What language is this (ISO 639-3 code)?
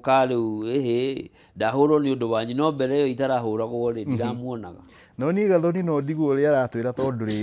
kik